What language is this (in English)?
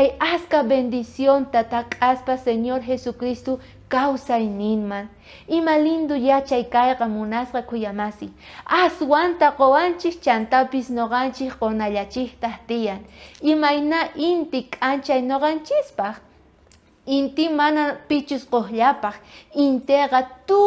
South Bolivian Quechua